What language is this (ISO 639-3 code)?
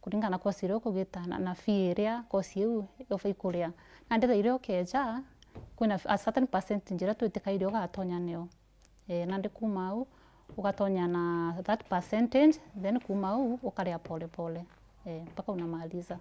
mer